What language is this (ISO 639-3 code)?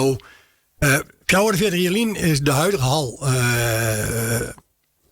fry